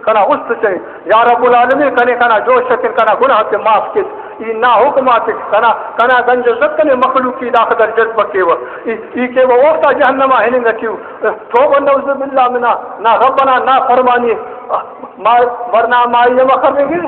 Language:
Brahui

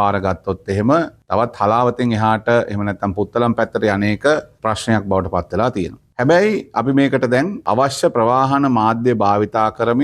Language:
Sinhala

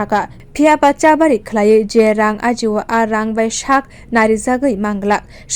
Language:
Kok Borok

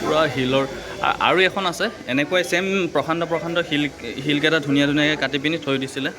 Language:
Assamese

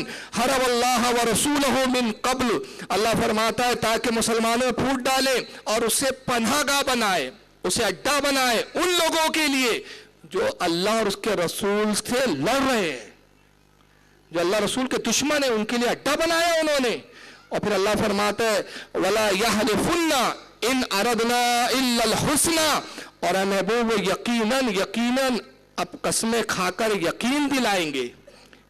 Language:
Urdu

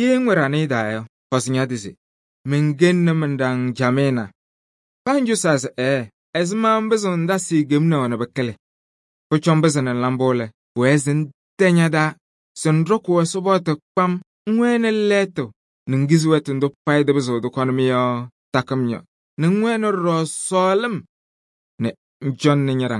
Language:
Kabiyè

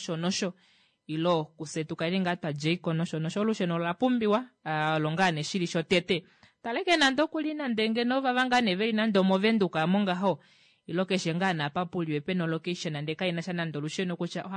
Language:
Kuanyama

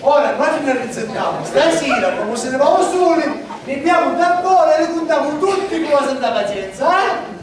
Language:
Sicilian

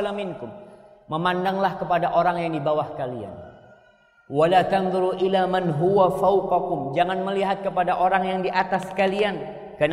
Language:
Indonesian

